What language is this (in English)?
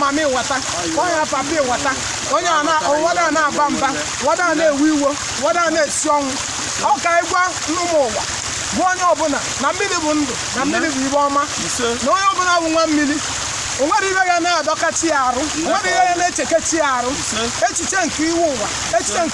Igbo